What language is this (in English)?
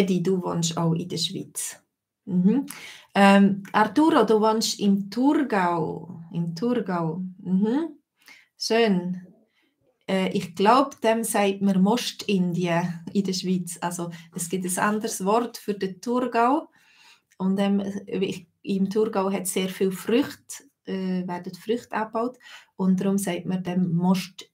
Swiss German